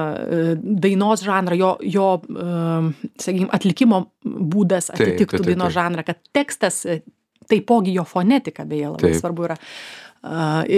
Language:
Lithuanian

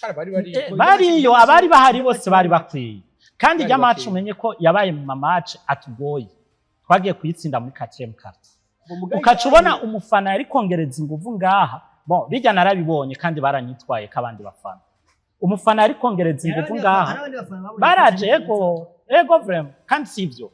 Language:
Rundi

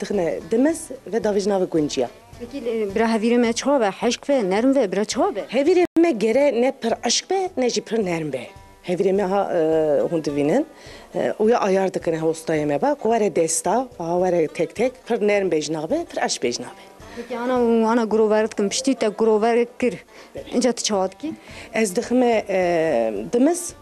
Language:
Kurdish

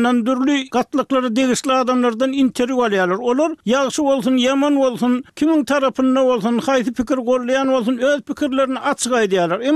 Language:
Turkmen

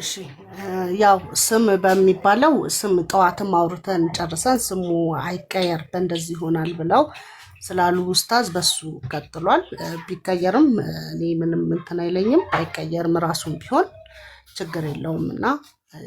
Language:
Amharic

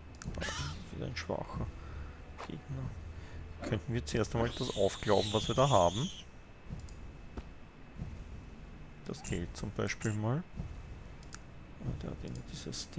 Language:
German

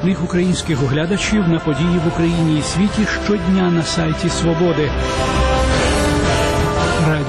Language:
Ukrainian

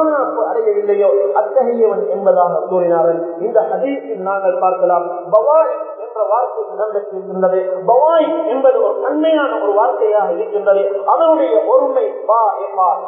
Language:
Tamil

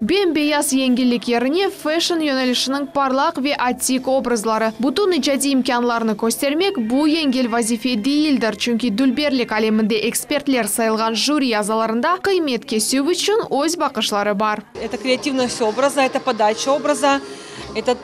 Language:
Crimean Tatar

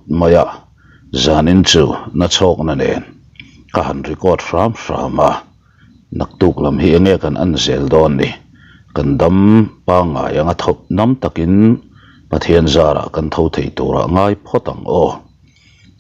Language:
Mizo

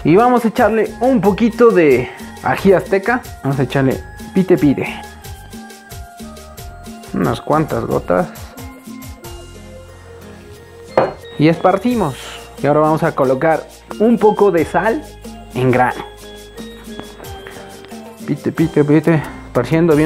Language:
Spanish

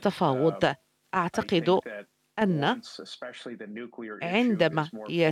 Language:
Arabic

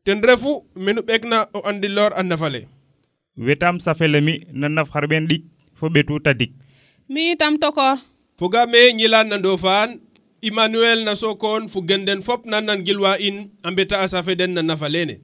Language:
Serer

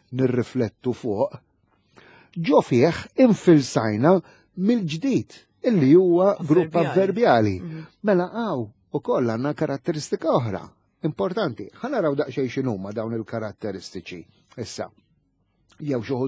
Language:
Maltese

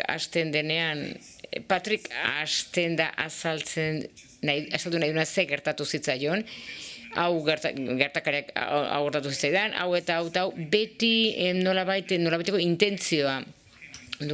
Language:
Basque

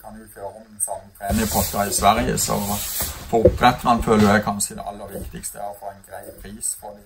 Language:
Norwegian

